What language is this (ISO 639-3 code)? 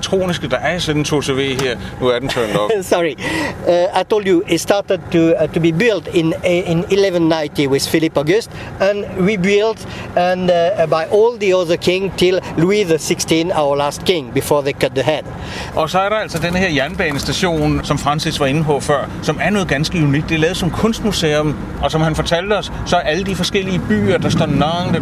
dan